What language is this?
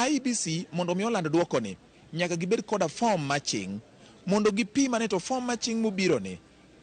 Luo (Kenya and Tanzania)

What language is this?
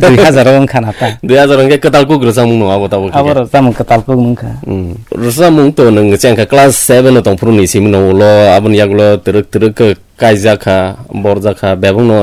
Kok Borok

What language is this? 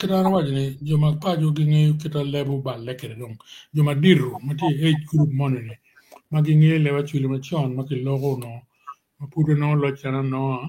Acoli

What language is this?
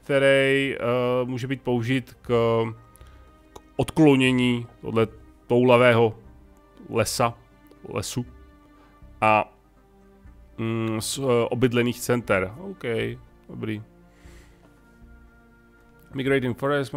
Czech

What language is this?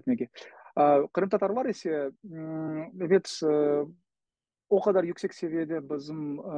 Crimean Tatar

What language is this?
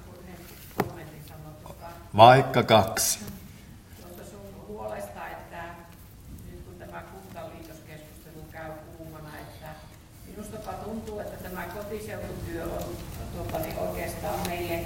Finnish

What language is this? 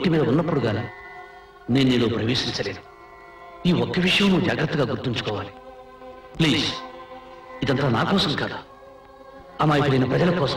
Telugu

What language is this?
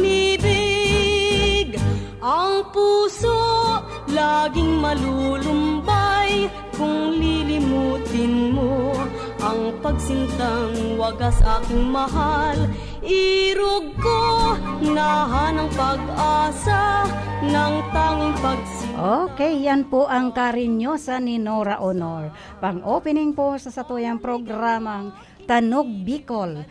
Bikol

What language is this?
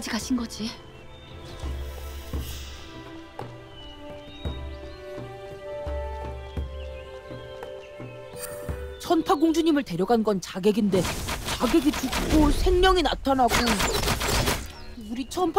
Korean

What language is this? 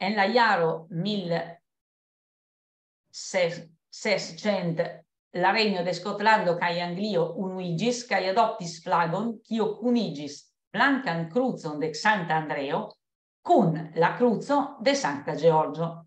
Esperanto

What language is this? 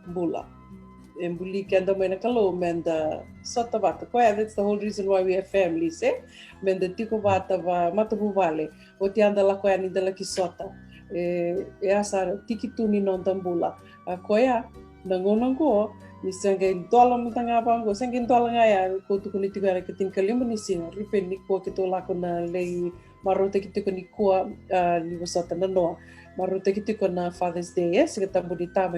Fijian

